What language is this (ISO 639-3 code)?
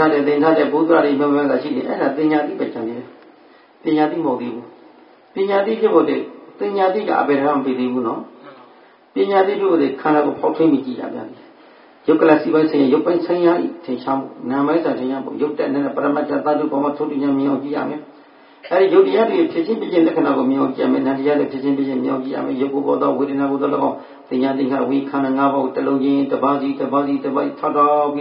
mya